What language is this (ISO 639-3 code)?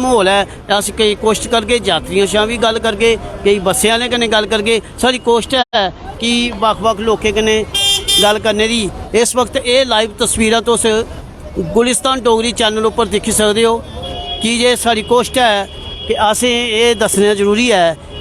doi